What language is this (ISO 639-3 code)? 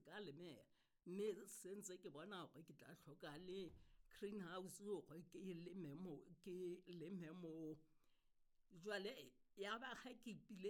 sot